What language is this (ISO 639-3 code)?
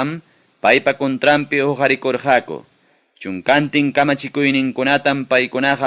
quy